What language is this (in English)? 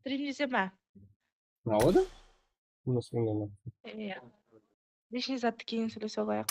Kara-Kalpak